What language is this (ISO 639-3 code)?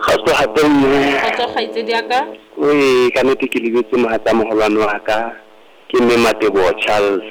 sot